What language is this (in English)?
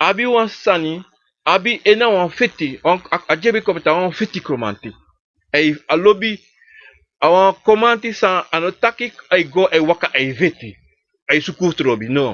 Sranan Tongo